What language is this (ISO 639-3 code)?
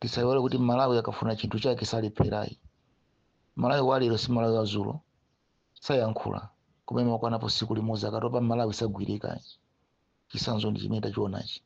nya